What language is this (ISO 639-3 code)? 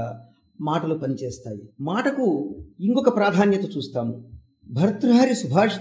tel